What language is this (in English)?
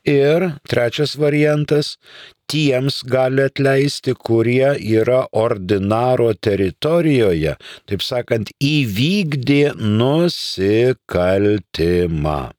Lithuanian